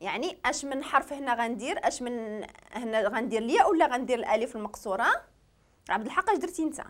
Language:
Moroccan Arabic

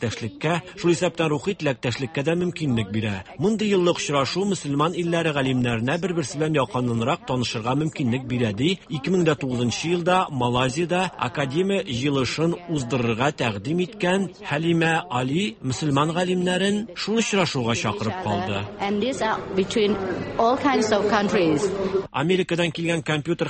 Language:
Tatar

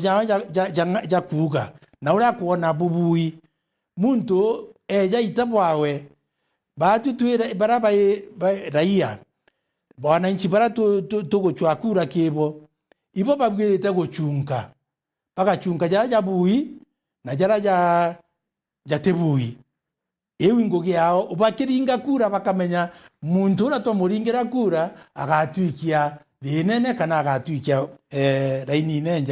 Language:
Meru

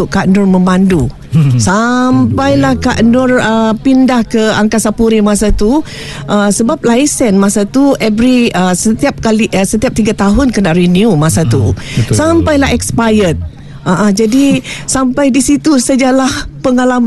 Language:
Malay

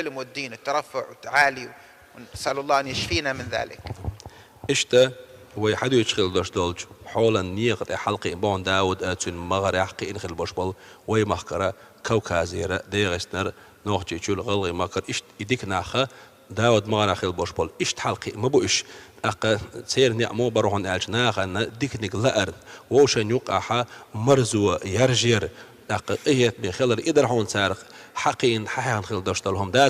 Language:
Chechen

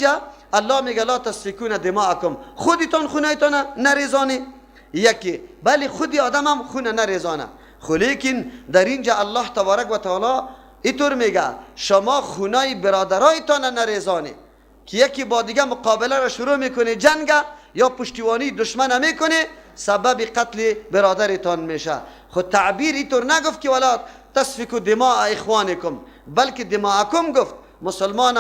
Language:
Persian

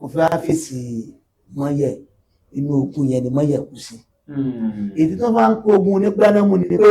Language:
Yoruba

